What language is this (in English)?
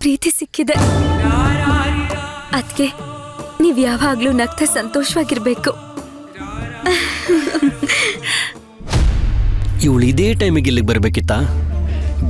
Kannada